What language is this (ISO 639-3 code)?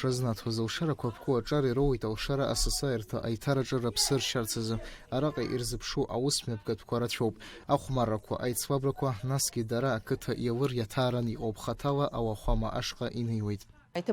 abk